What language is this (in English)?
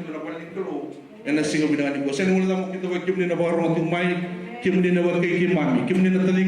Fijian